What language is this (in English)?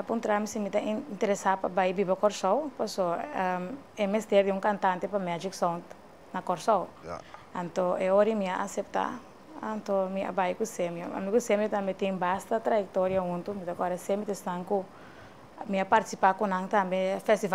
Papiamento